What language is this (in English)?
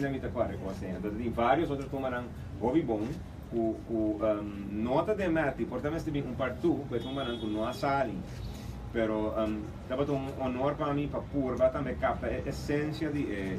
Papiamento